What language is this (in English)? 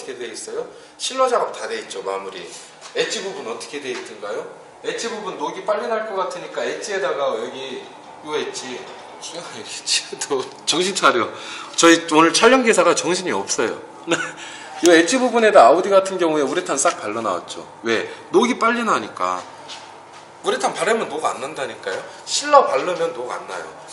Korean